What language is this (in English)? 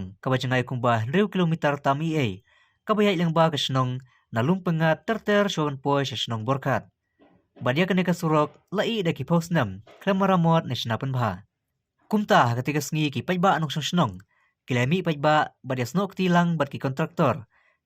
Khasi